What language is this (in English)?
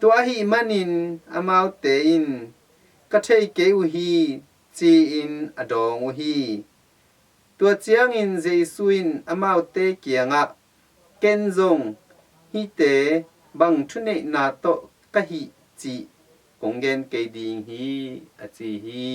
Tedim Chin